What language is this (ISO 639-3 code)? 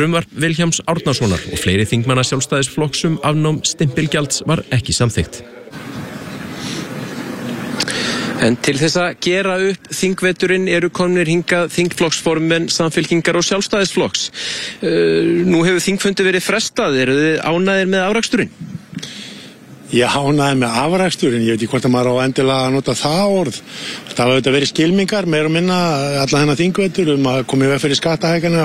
isl